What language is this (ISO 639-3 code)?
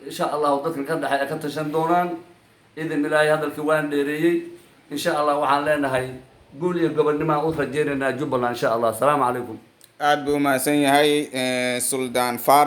som